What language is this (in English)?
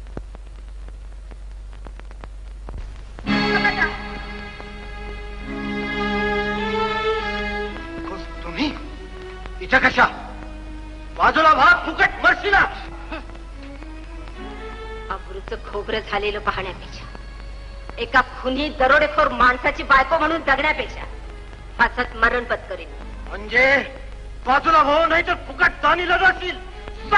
Marathi